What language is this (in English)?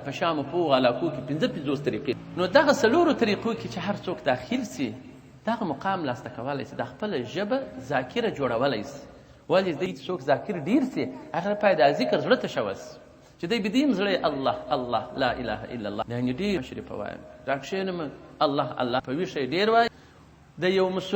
Pashto